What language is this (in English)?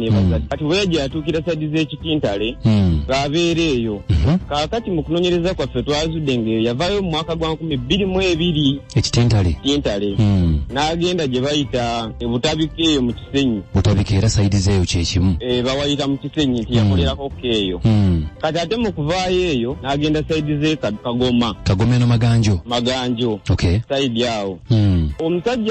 Ganda